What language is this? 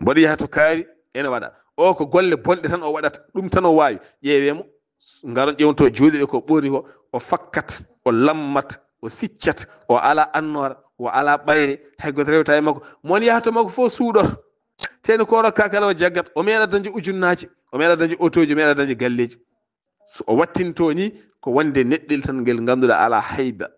Fula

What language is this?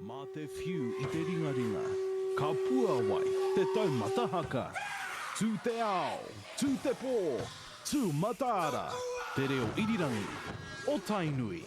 Māori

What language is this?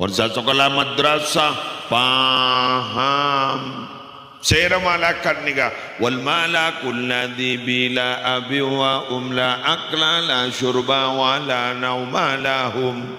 Madurese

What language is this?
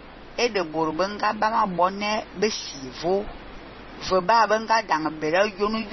Fang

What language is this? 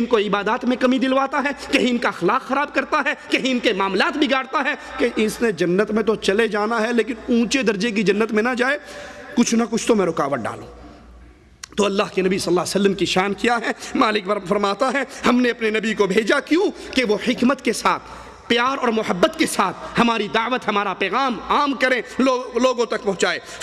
Urdu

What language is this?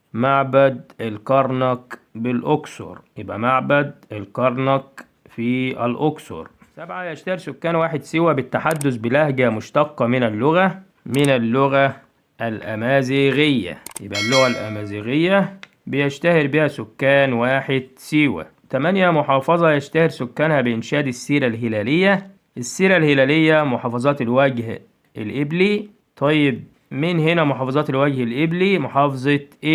Egyptian Arabic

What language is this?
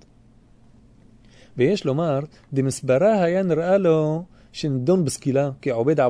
Hebrew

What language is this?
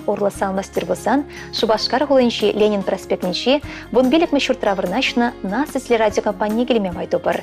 Chuvash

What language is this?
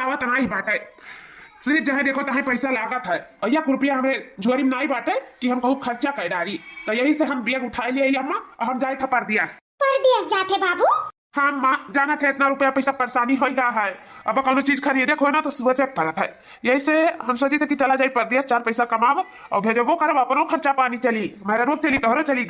Awadhi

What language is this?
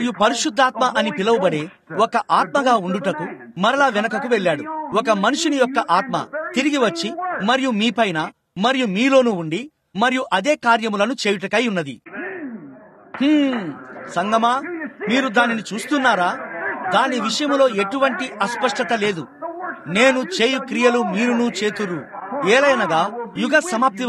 Telugu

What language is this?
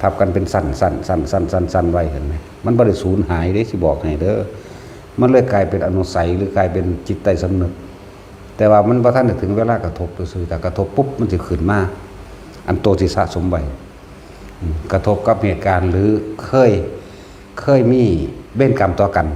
Northeastern Thai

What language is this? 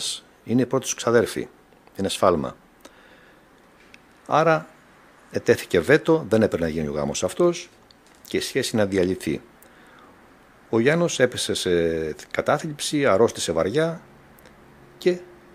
Greek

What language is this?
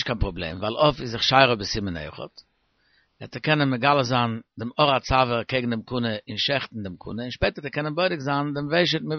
Yiddish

